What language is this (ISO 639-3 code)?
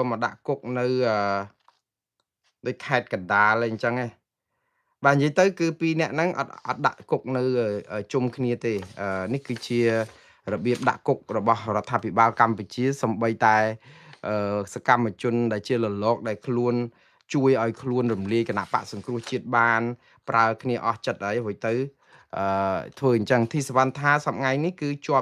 khm